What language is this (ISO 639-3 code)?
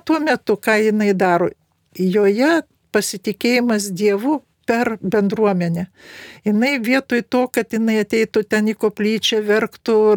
lit